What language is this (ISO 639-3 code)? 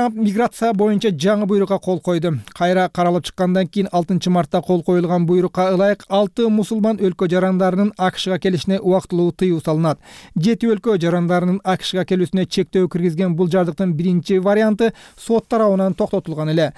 kir